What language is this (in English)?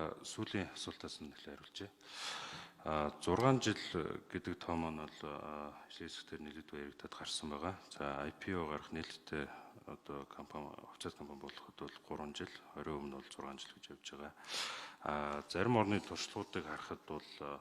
Mongolian